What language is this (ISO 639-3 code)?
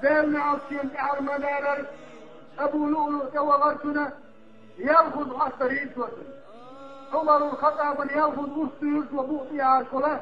che